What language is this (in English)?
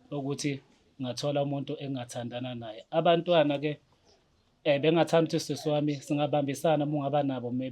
Zulu